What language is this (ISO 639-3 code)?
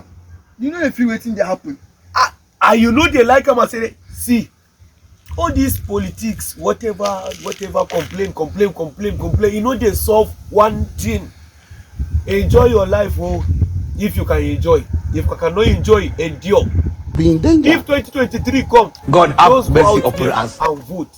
pcm